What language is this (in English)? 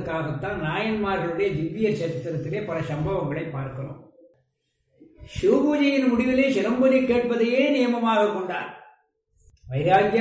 Tamil